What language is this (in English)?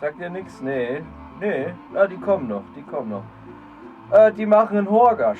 Bavarian